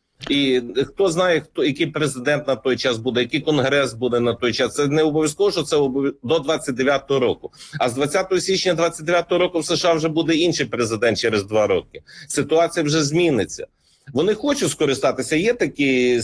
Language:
Ukrainian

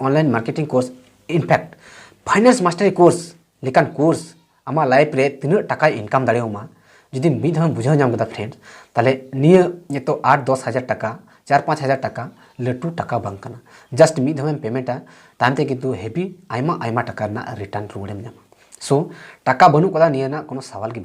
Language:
Santali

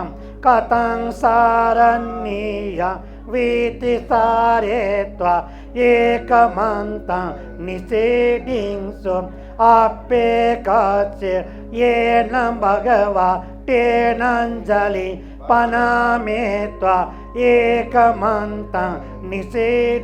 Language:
Newari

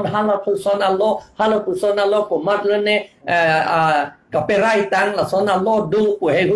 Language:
Karbi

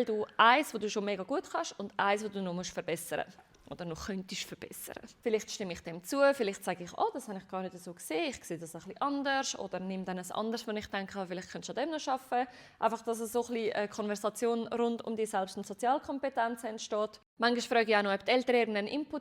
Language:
Swiss German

